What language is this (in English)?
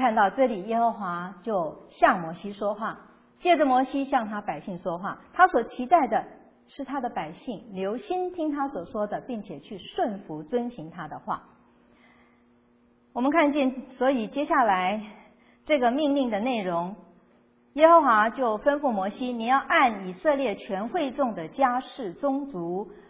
Chinese